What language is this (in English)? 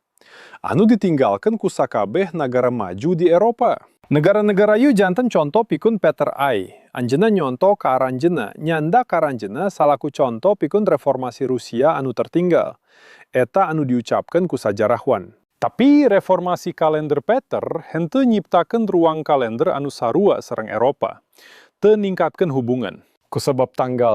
Sundanese